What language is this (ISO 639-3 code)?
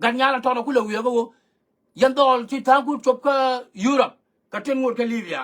nus